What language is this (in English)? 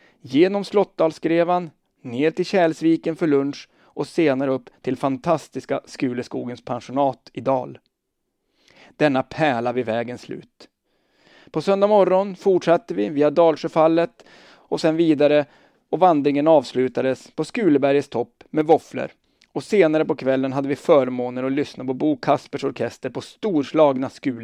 Swedish